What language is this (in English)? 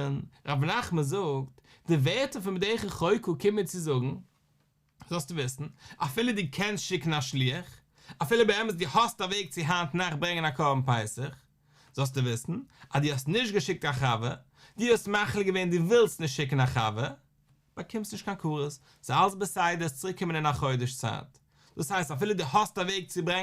Yiddish